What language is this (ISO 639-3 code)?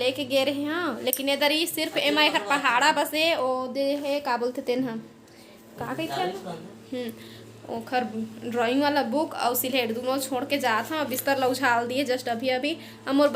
hne